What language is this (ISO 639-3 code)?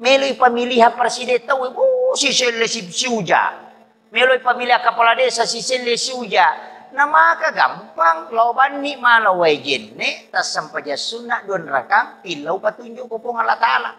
bug